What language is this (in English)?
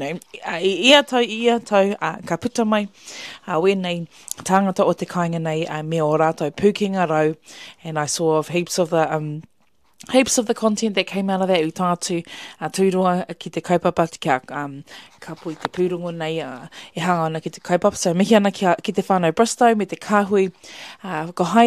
Māori